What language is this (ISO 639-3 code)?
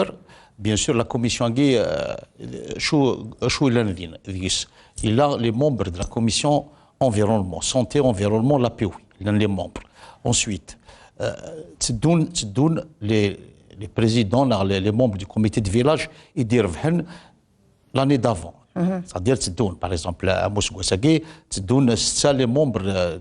kab